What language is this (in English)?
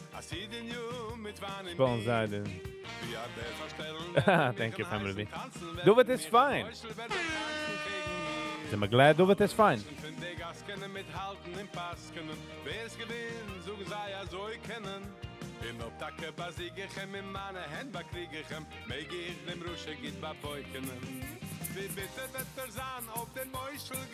Yiddish